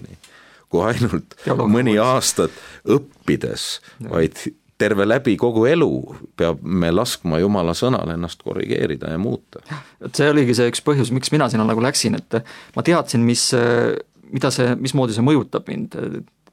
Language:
Estonian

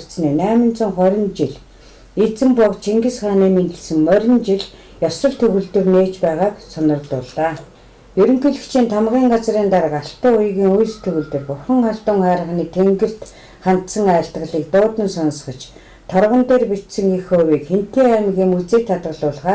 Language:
Mongolian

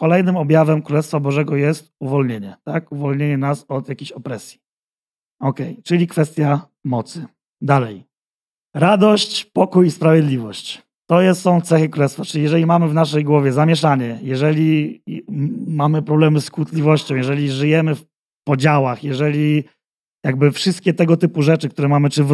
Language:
Polish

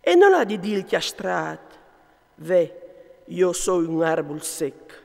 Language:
Friulian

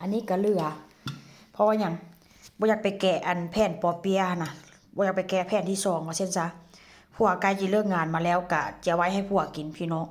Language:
Northeastern Thai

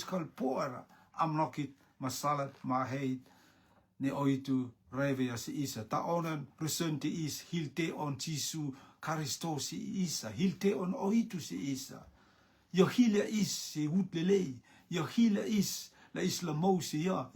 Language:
Rotuman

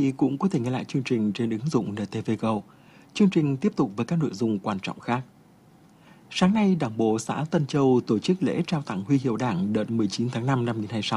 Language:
Vietnamese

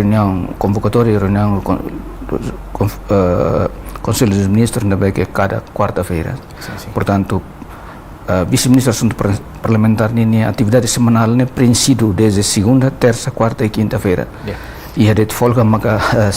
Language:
Tetum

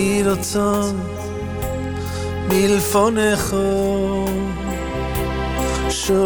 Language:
Hebrew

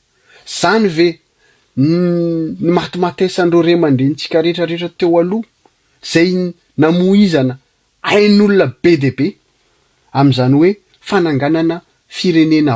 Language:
Malagasy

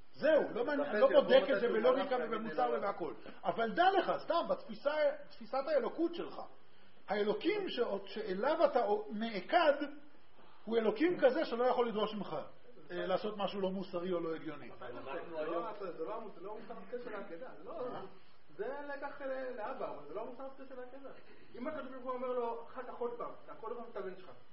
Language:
Hebrew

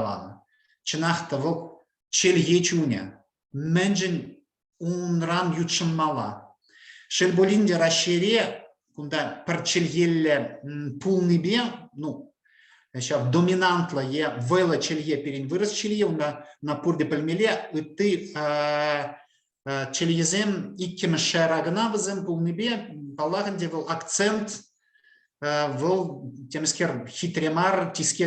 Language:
Chuvash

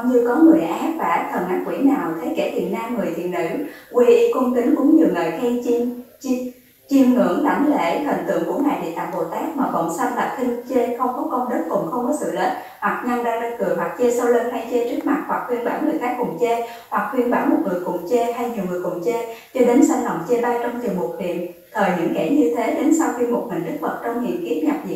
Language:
Vietnamese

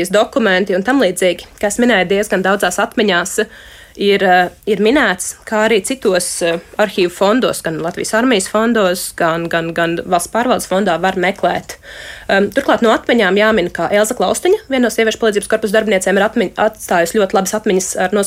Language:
Latvian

